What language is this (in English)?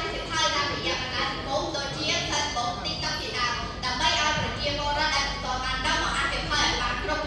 Khmer